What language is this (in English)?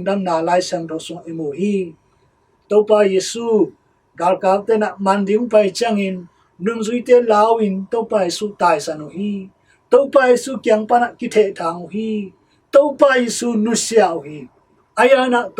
Tedim Chin